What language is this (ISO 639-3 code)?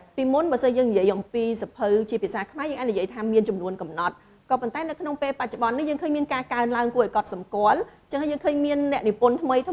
khm